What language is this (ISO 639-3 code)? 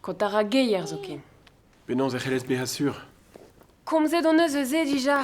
bre